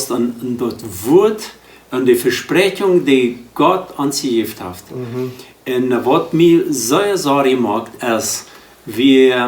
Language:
Plautdietsch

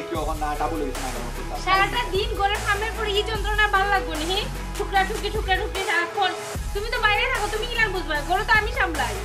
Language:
Sylheti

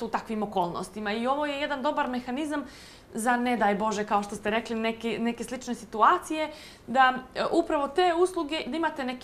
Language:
Bosnian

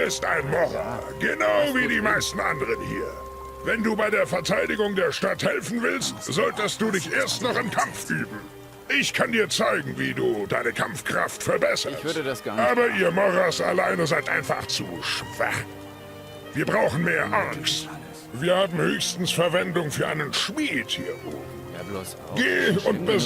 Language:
Bavarian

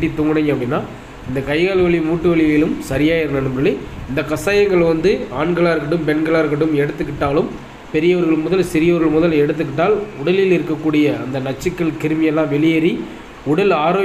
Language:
Tamil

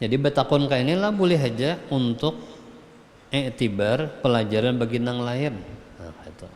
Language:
Banjar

